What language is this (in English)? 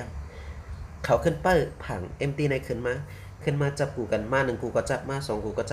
Shan